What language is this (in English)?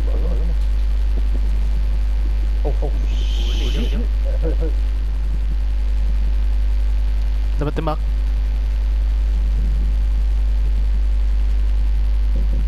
Malay